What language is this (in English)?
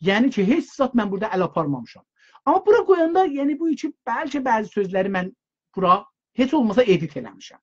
South Azerbaijani